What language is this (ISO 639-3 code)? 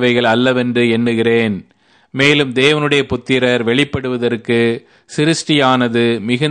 tam